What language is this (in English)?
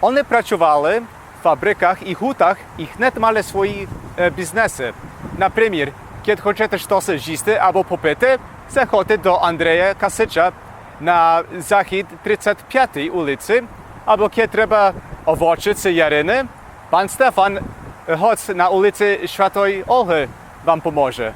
Rusyn